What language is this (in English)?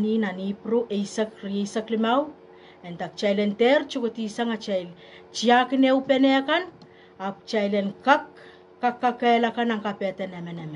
Pohnpeian